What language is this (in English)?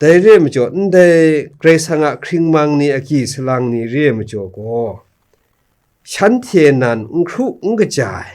Kachin